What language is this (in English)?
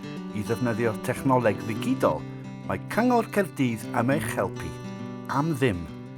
Welsh